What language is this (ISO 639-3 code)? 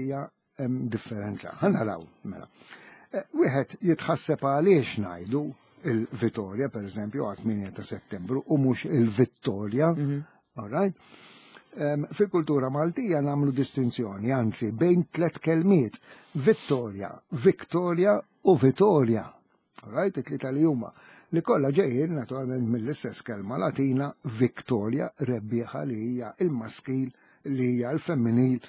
mlt